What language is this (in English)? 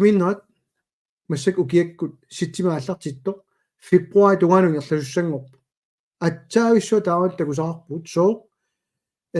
Kalaallisut